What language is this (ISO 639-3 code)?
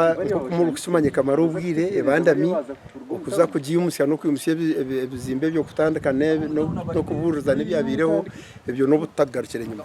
nyn